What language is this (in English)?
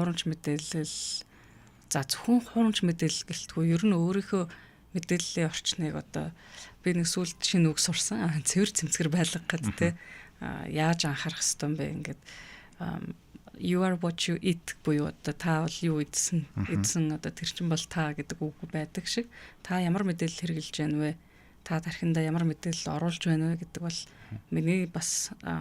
Mongolian